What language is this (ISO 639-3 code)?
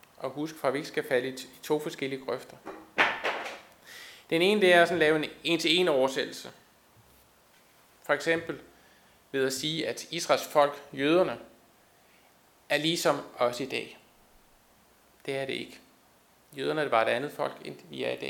dan